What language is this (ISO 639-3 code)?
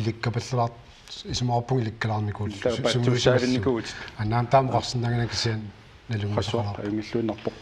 kal